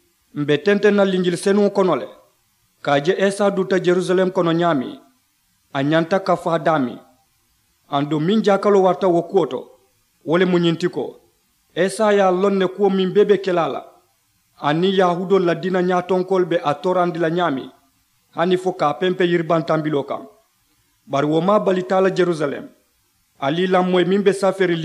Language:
Mandingo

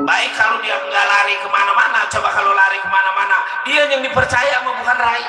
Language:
Betawi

